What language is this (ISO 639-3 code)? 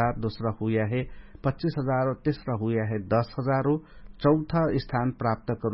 thl